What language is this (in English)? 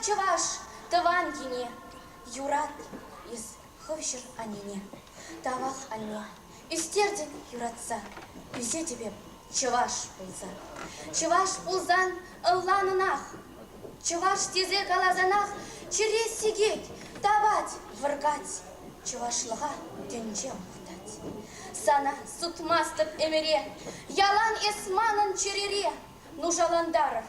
Chuvash